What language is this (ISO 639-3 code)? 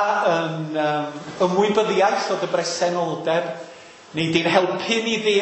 cym